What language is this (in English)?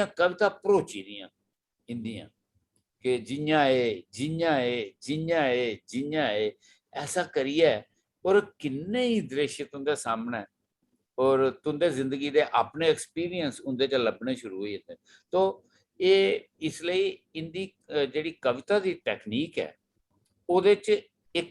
Dogri